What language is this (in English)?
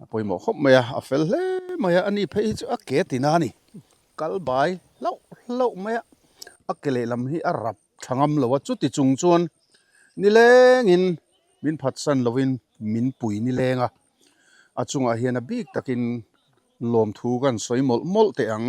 Mizo